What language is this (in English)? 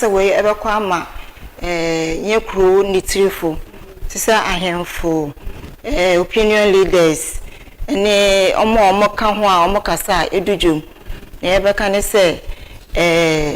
Akan